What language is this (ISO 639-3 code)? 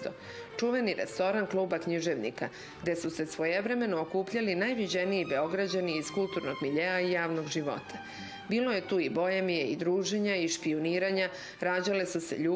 srp